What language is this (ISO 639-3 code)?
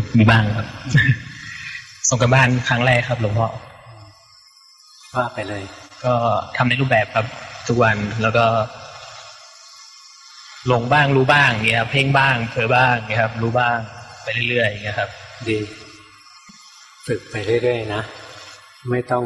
tha